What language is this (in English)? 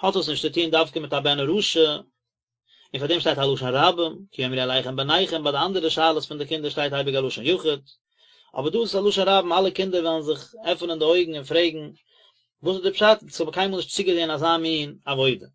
Yiddish